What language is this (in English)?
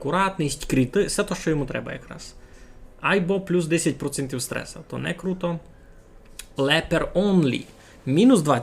Rusyn